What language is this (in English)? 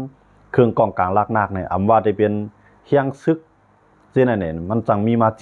Shan